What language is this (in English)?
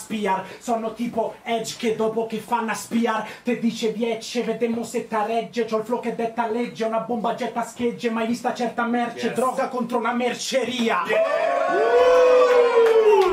Italian